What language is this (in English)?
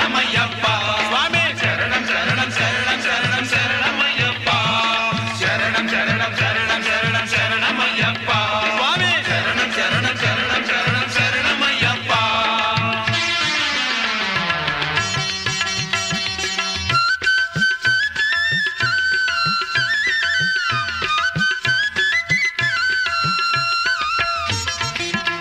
Telugu